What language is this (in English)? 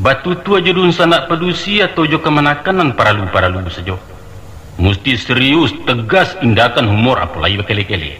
Minangkabau